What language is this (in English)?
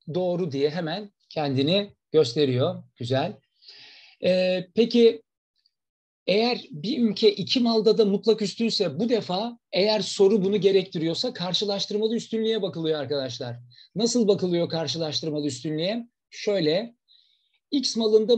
Turkish